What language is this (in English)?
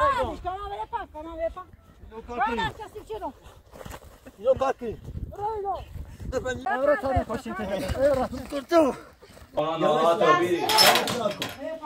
Persian